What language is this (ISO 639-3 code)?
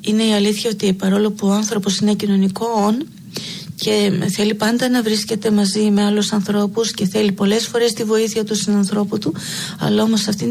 ell